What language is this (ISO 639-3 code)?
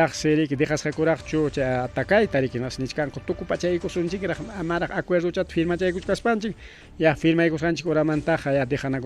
quy